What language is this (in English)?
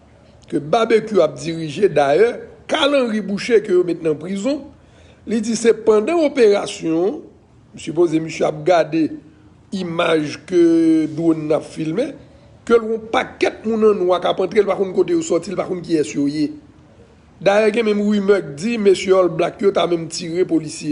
Haitian Creole